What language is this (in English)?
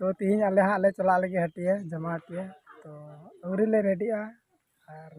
Santali